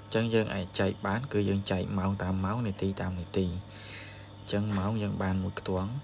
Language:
Khmer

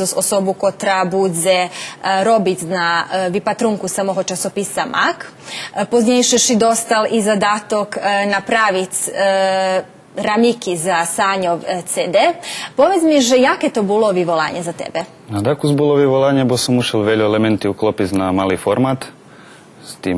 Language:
Rusyn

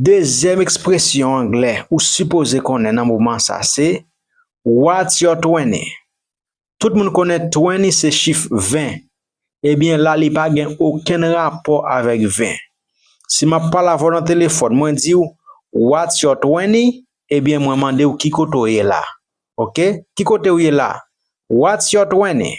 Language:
Haitian Creole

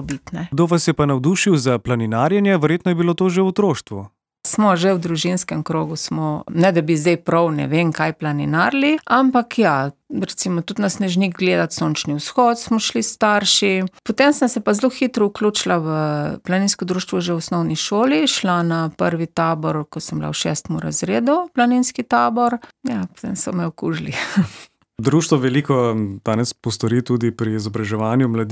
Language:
Slovenian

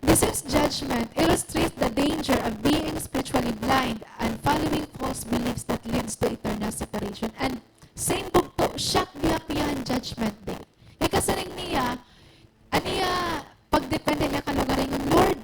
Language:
Waray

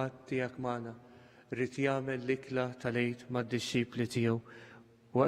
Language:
Maltese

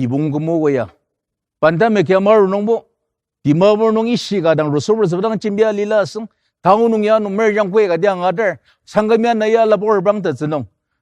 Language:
Ao Naga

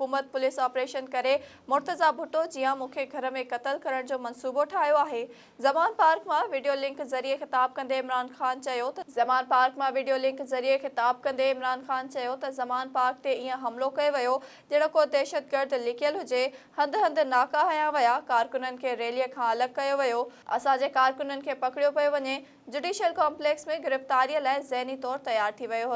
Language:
Sindhi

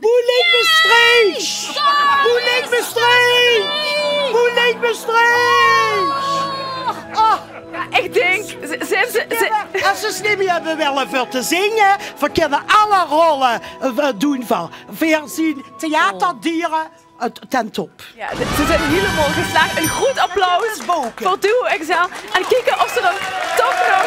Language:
Limburgish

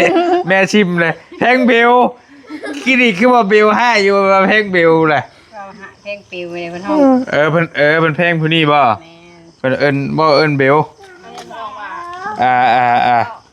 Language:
Northeastern Thai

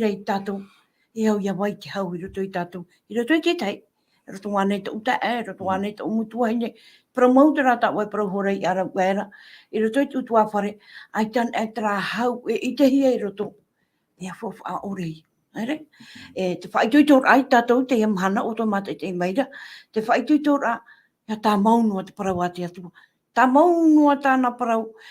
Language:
Tahitian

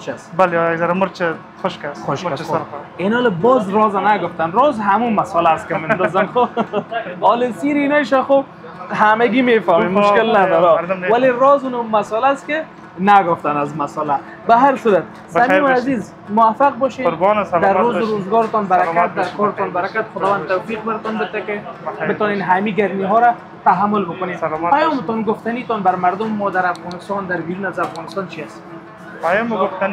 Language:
Persian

